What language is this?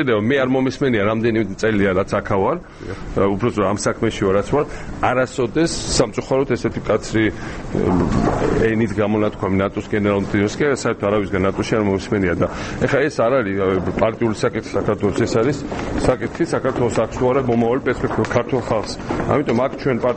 Georgian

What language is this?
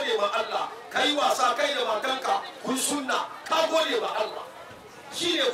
Hausa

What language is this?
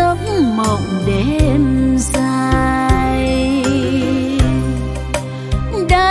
Vietnamese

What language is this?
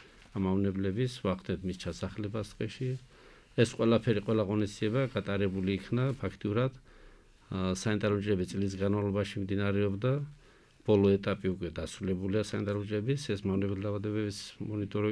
Georgian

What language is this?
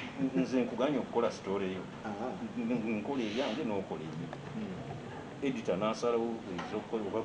Ganda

